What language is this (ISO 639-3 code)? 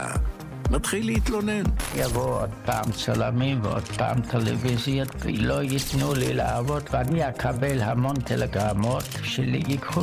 heb